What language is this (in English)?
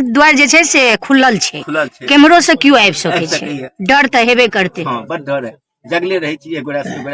Maithili